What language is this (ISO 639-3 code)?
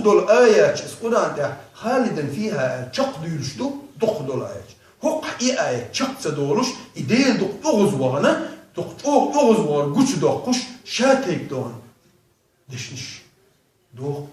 che